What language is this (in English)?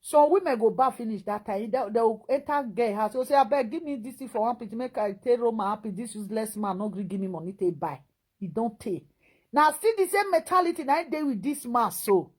Nigerian Pidgin